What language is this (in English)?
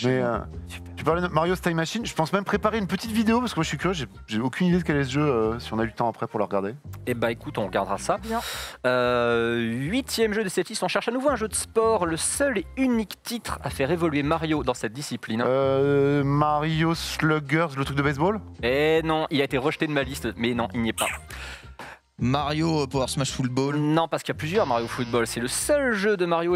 French